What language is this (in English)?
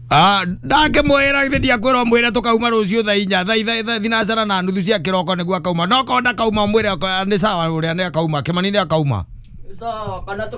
Kikuyu